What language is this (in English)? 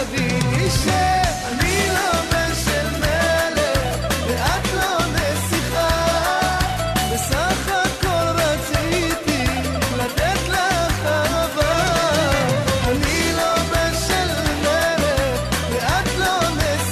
Hebrew